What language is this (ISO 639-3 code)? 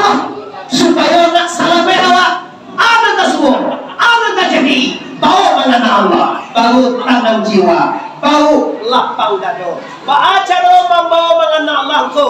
min